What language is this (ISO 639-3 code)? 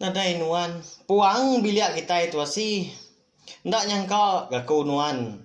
iba